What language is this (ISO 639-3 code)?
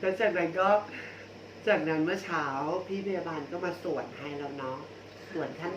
lao